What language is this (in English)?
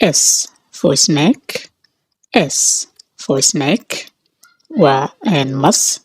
Somali